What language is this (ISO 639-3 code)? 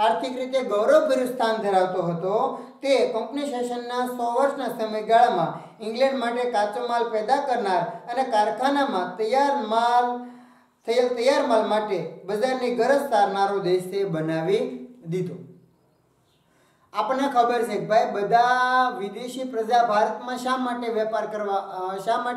guj